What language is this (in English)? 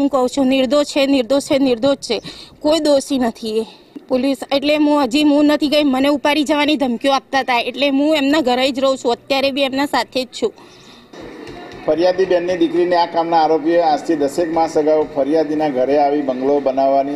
Gujarati